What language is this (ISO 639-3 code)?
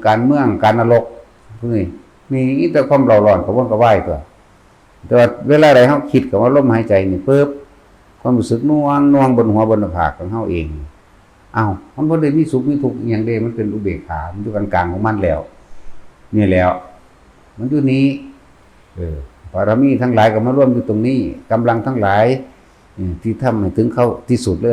tts